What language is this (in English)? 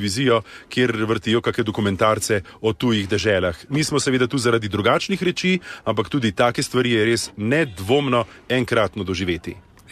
Slovenian